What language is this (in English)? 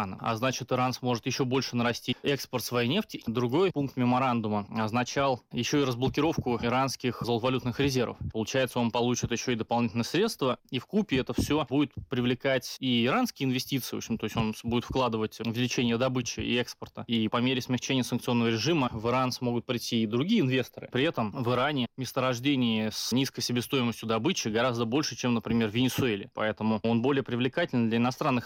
Russian